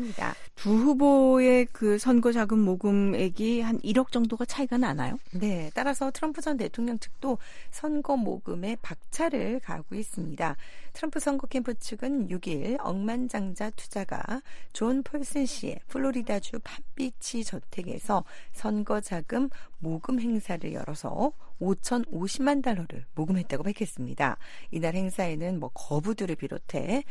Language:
Korean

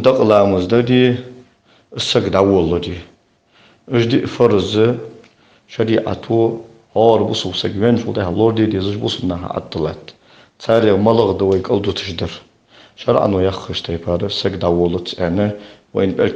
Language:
Ingush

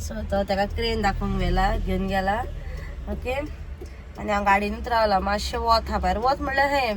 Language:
Konkani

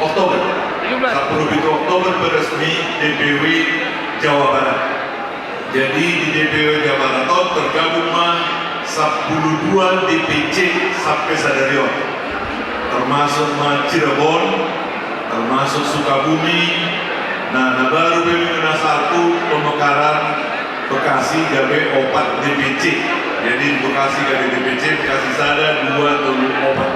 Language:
Batak Toba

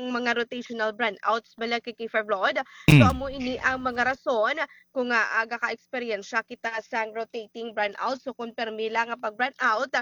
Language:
Hiligaynon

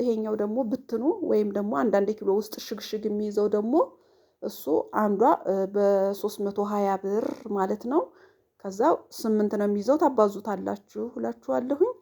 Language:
Amharic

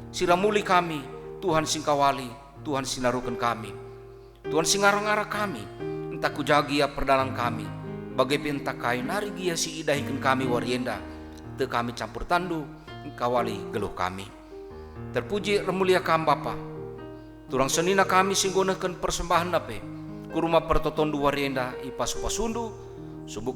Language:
Batak Karo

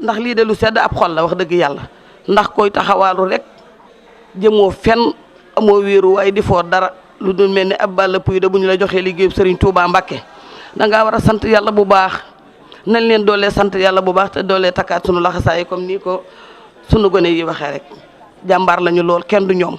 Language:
Wolof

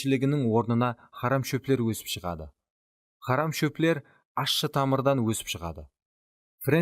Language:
Kara-Kalpak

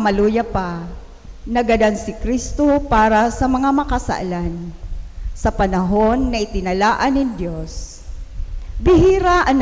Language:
Bikol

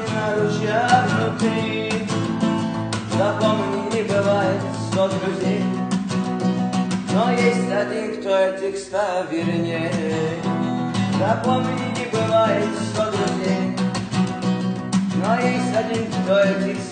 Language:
Russian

